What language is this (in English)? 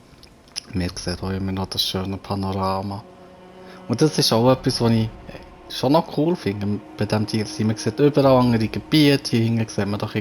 Swiss German